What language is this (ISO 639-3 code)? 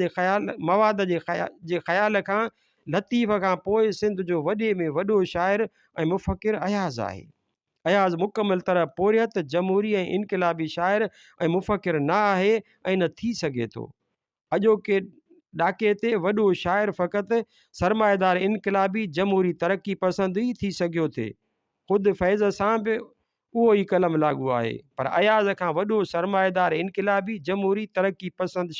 snd